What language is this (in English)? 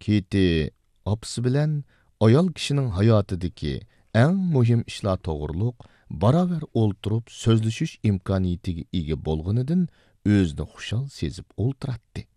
Uyghur